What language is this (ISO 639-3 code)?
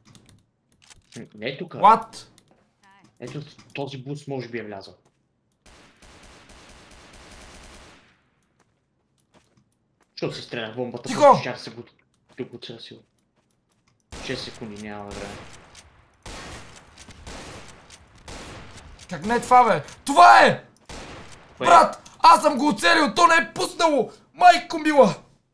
bul